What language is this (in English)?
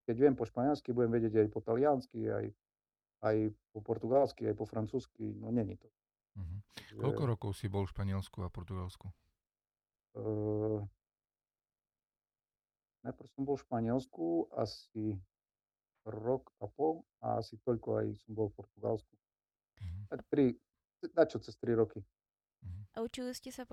Slovak